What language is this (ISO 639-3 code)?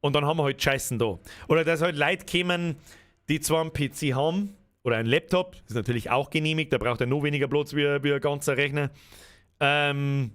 bar